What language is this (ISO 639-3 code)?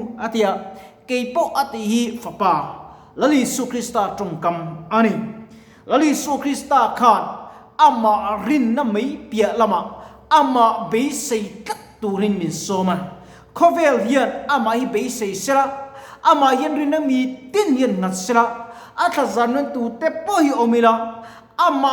lus